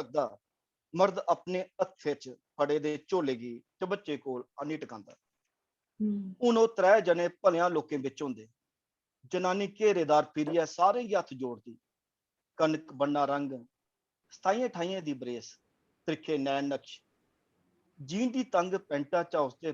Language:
Dogri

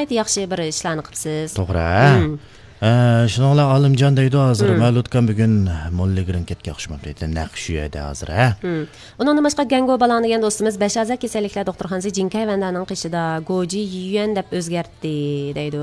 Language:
Uyghur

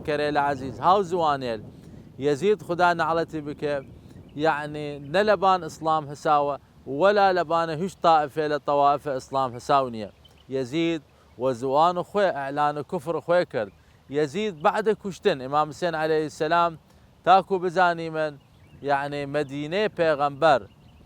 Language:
Southern Kurdish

